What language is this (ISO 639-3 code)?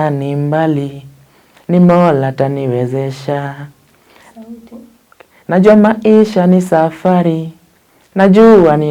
luo